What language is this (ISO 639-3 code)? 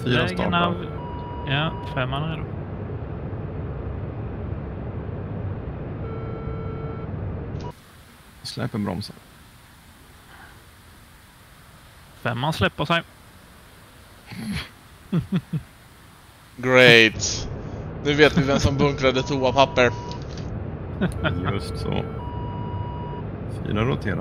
swe